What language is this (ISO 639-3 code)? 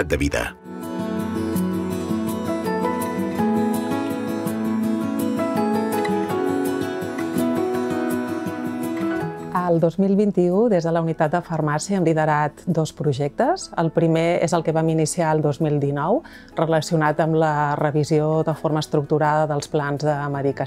cat